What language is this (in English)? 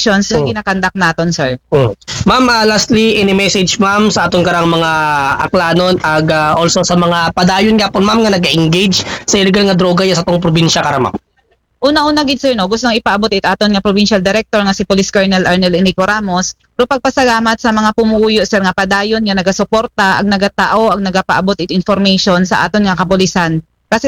Aklanon